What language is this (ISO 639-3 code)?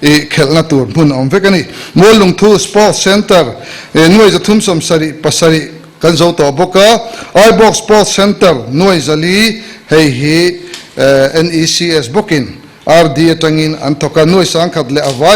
lus